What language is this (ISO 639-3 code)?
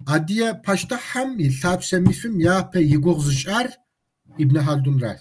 kbd